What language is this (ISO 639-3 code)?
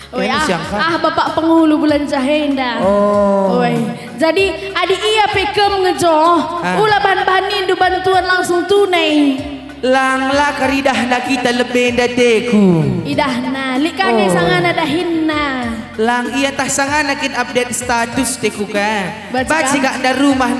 btx